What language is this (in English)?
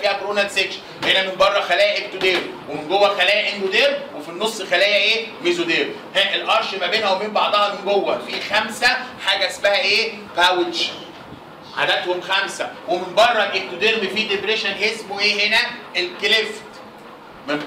Egyptian Arabic